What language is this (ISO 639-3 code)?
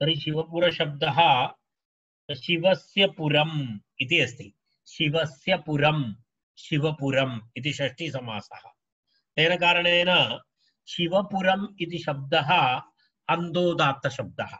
san